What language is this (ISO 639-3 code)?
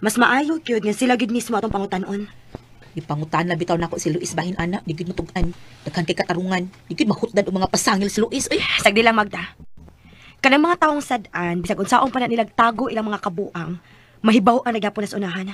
ceb